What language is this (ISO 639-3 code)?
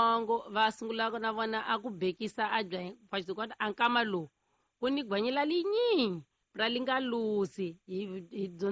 tso